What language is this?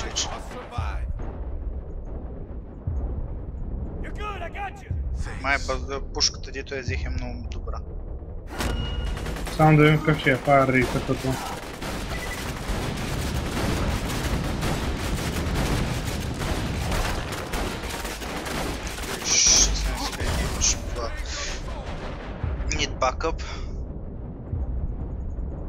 Bulgarian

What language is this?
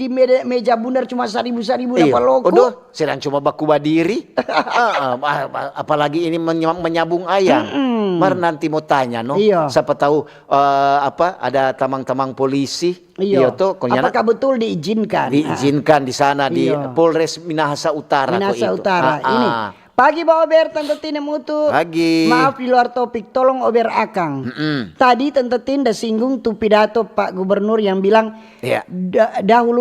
Manado Malay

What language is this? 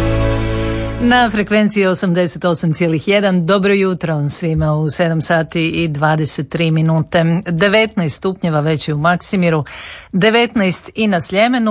Croatian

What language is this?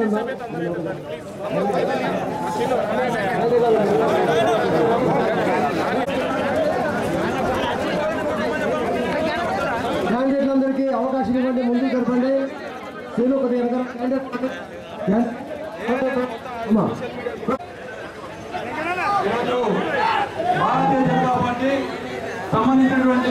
Telugu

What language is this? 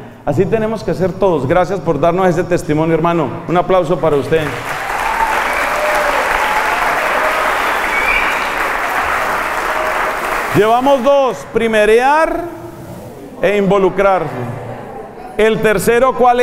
Spanish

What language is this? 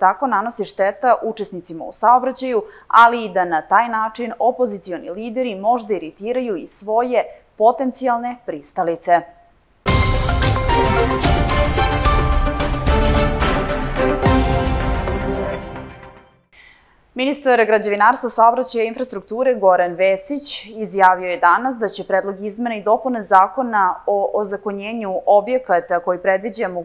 Serbian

